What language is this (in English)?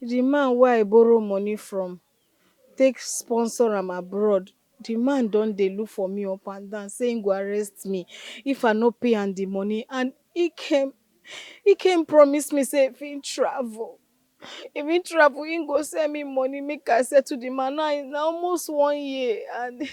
Nigerian Pidgin